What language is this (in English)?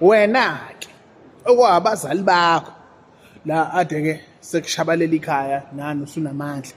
Zulu